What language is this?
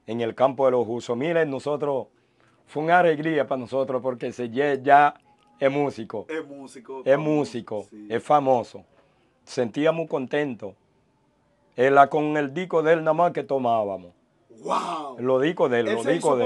Spanish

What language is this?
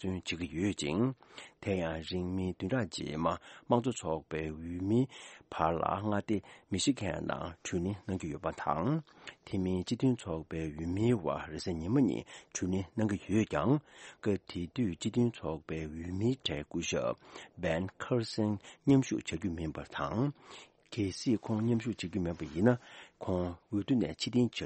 Tibetan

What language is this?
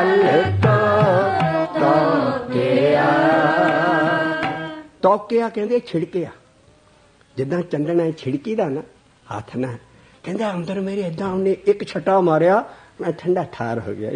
Punjabi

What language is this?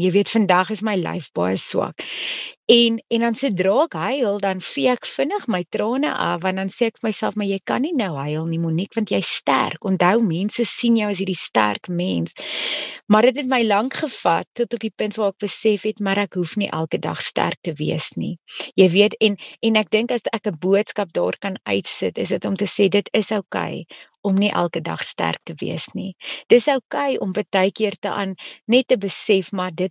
Afrikaans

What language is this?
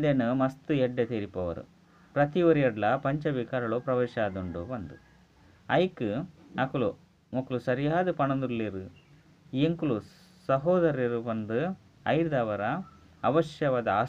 Tulu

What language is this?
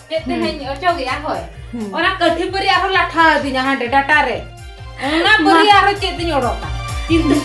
Santali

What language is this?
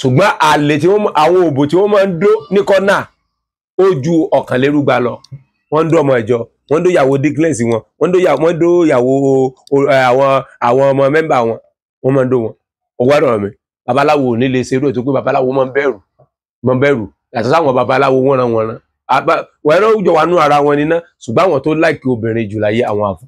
Yoruba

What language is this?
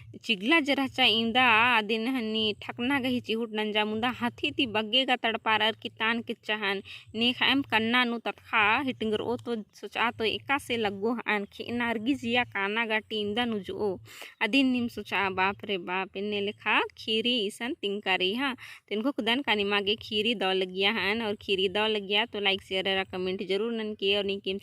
Kurukh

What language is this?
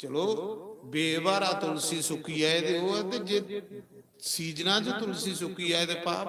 Dogri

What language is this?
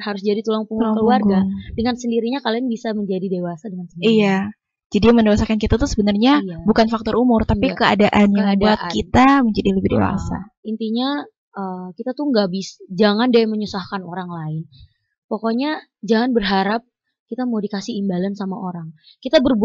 Indonesian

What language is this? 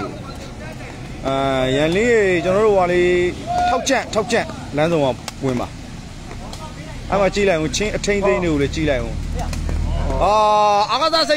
Burmese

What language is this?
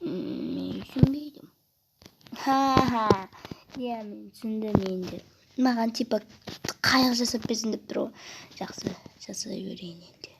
Kazakh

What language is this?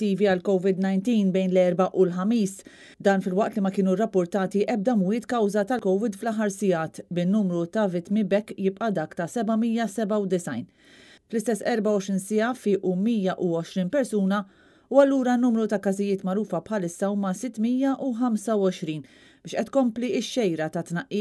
Maltese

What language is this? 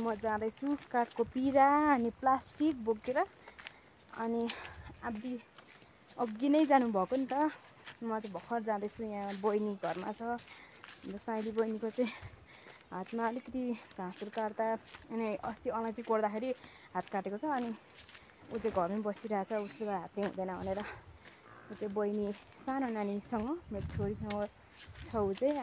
Nepali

